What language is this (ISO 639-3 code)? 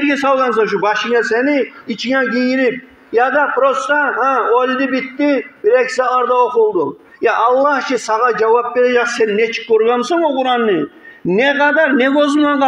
kum